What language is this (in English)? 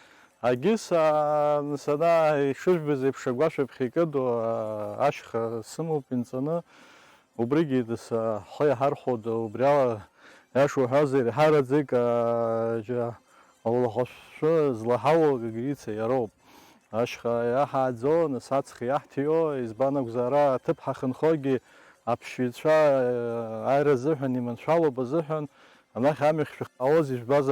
Abkhazian